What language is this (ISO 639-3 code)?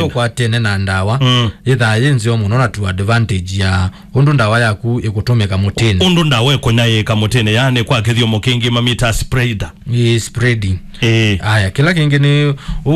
kam